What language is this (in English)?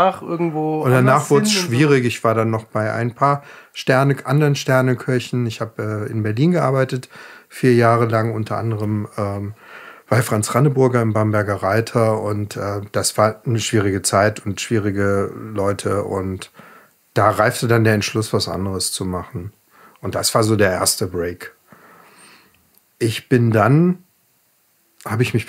German